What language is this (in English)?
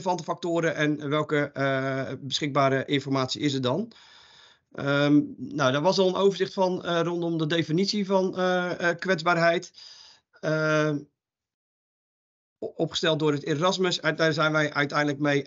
Dutch